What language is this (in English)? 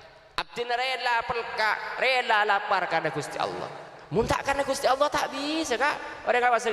Madurese